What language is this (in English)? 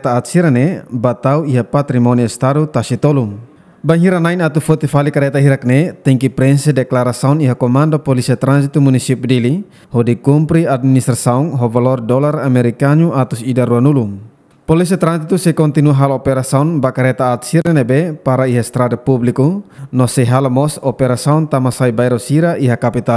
Tetum